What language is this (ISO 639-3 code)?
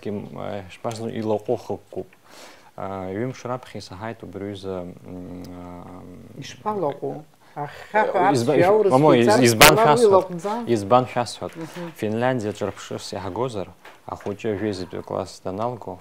abk